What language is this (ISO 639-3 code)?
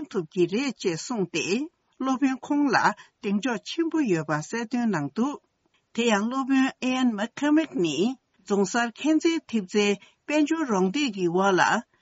bod